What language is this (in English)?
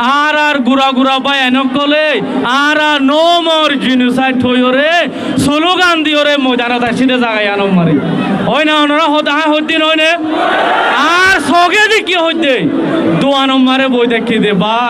Rohingya